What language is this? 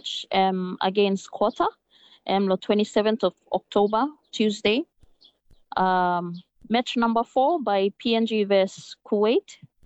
Tok Pisin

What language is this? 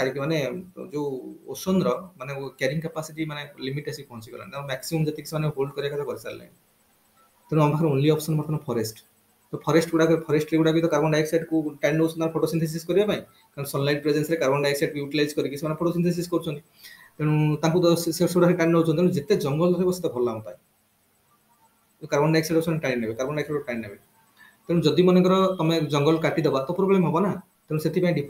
Odia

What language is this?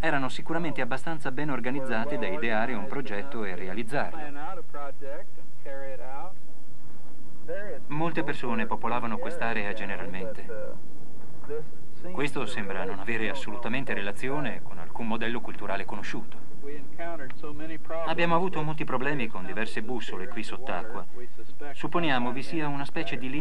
Italian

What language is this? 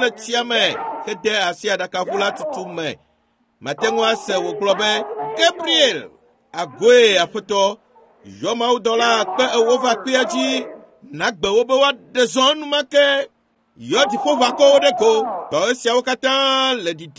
Ewe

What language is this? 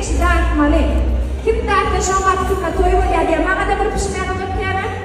Turkmen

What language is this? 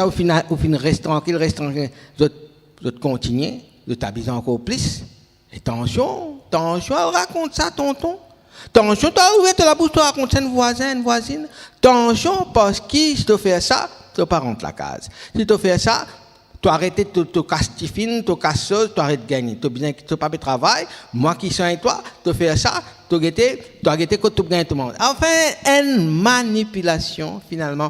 Morisyen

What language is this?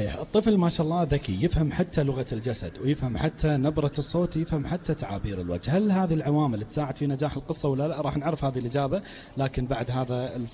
Gulf Arabic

